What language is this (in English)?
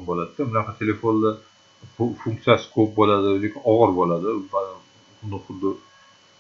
Uzbek